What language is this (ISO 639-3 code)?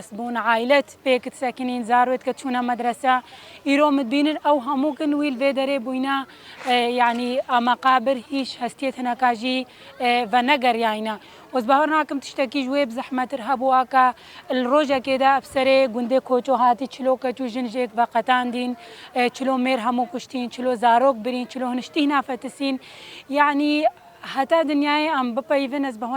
kur